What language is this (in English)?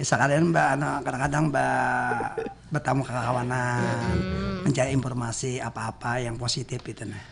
Banjar